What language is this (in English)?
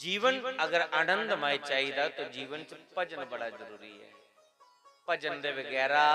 Dogri